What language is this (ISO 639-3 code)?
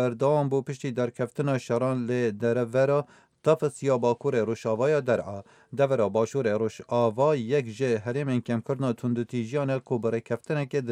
kur